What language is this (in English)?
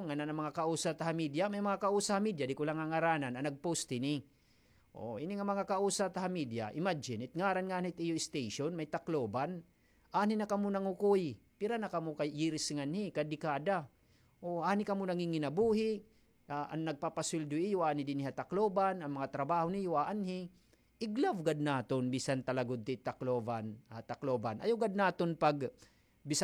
Waray